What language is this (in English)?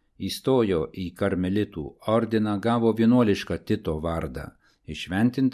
Lithuanian